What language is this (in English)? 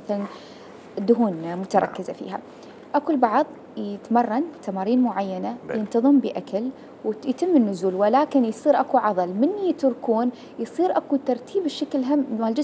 Mesopotamian Arabic